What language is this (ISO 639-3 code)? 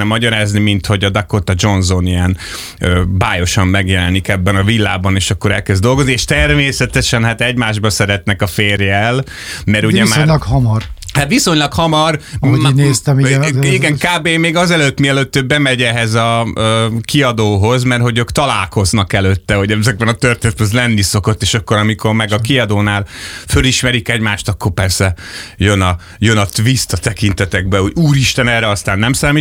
hun